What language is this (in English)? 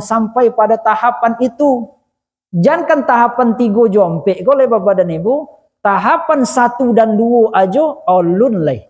Minangkabau